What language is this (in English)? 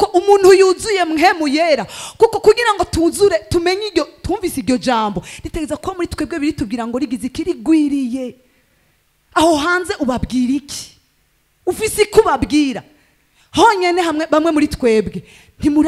Rundi